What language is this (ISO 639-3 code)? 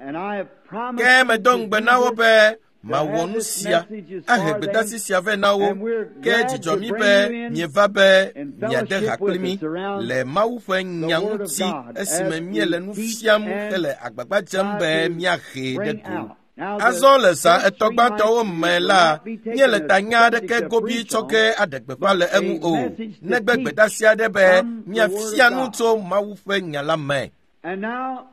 ewe